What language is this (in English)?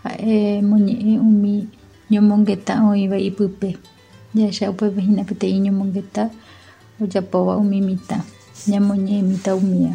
Guarani